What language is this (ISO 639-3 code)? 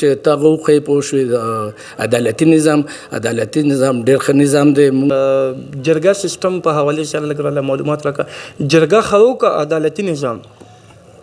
pus